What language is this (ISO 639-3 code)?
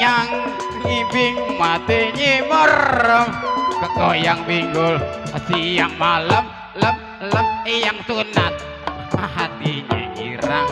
bew